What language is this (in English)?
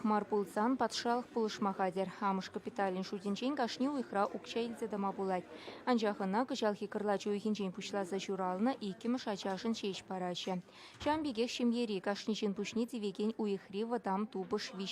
Chuvash